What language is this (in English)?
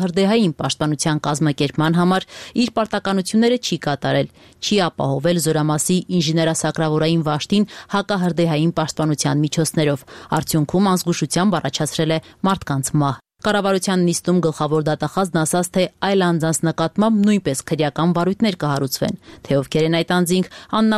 Armenian